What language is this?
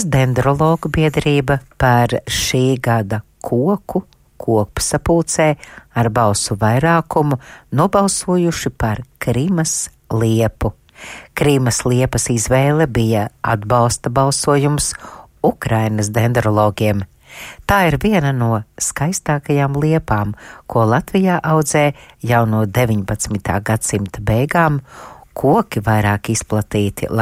Latvian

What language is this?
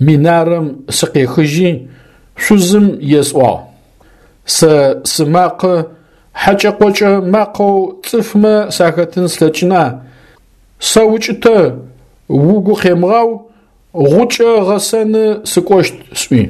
Adyghe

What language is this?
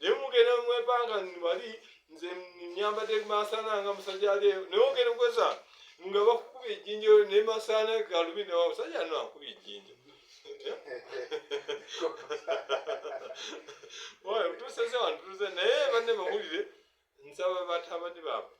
Ganda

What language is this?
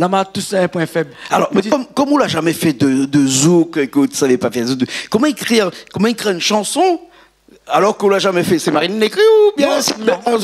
Réunion Creole French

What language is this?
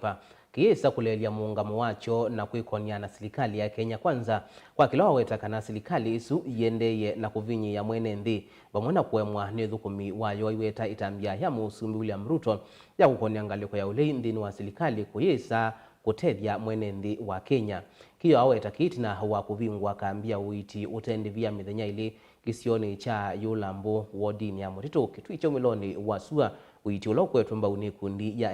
Kamba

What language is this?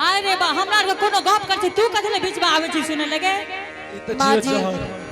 Angika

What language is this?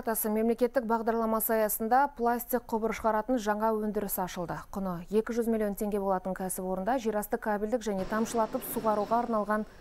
Kazakh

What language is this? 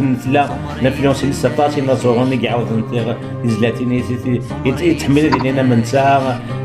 Kabyle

